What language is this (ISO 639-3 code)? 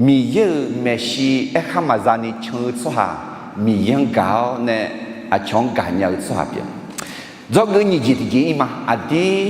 ahk